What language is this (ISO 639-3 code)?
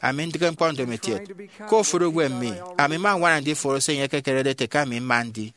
efi